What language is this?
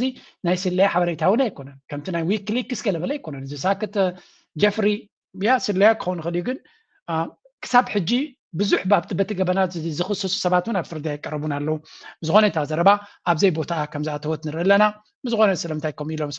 Tigrinya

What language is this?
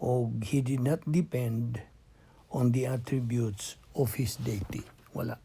Cebuano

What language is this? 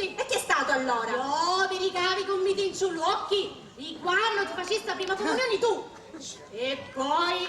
Sicilian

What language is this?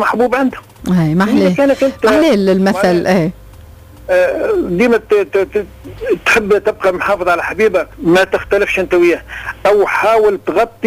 Tunisian Arabic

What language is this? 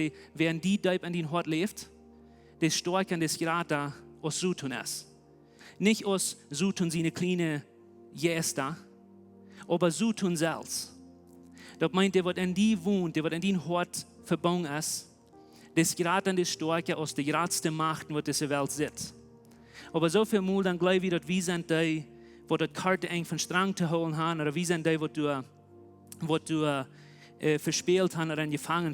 Plautdietsch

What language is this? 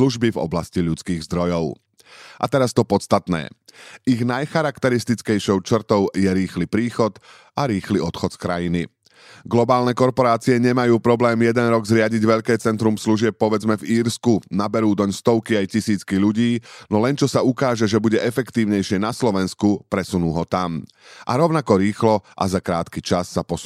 Slovak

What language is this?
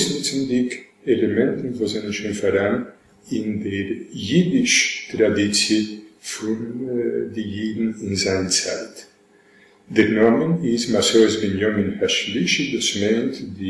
Yiddish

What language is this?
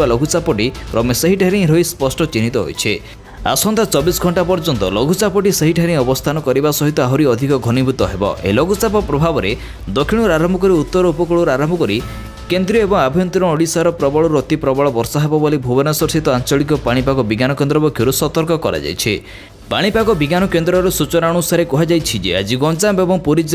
Odia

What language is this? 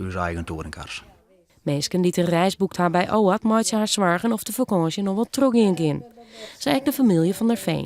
Western Frisian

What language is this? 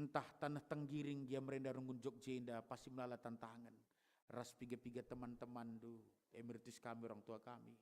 Batak Karo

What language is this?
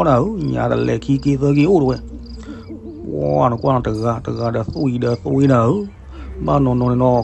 S'gaw Karen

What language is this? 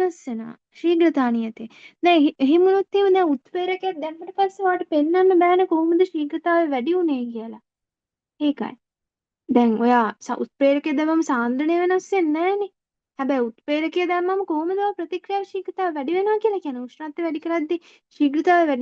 Sinhala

